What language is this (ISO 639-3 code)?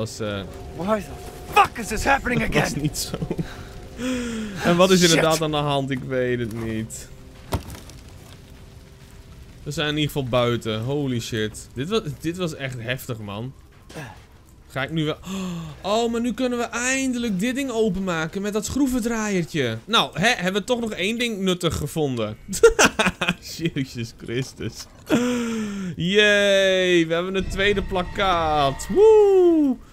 nld